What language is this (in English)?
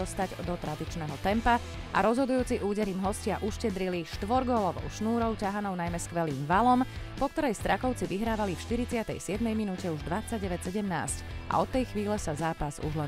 Slovak